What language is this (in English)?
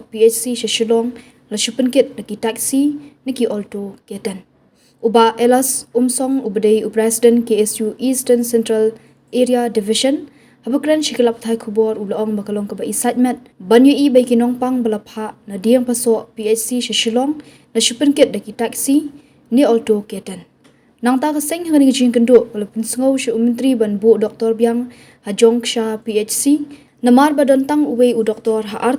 Khasi